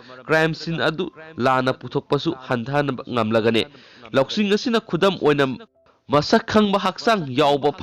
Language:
Manipuri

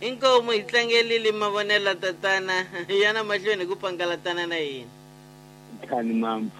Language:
Tsonga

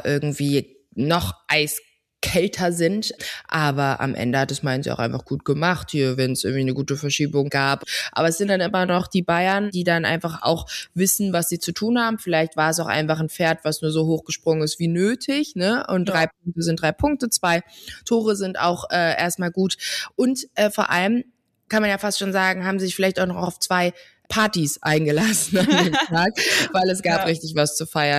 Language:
German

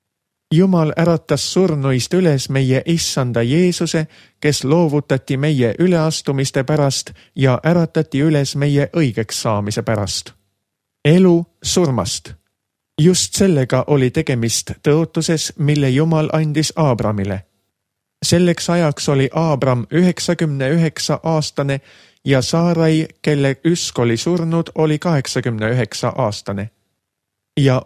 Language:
Estonian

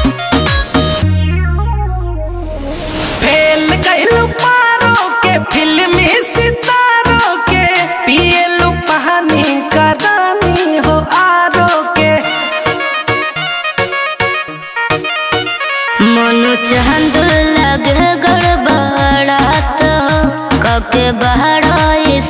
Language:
Bhojpuri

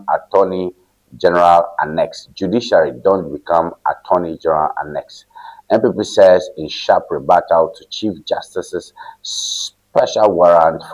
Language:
Ewe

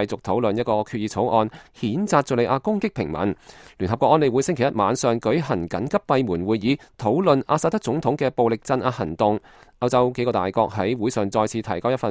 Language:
Cantonese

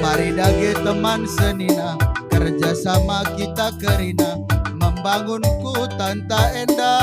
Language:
Batak Karo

